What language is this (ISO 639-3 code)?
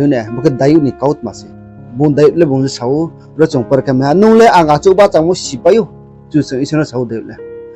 ria